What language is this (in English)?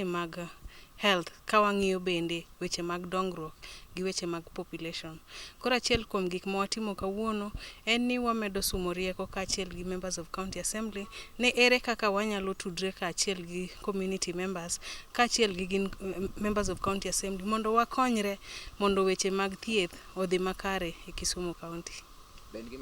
Luo (Kenya and Tanzania)